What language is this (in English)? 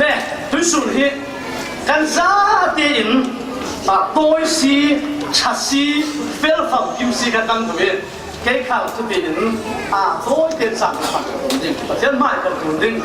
Falam Chin